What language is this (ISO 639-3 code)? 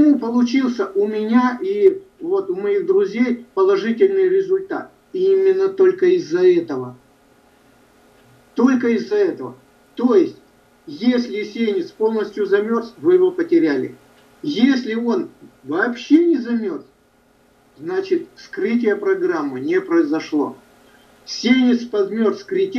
rus